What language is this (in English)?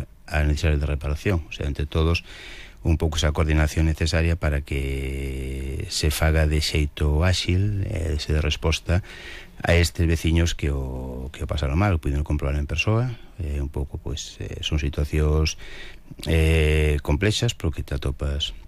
Galician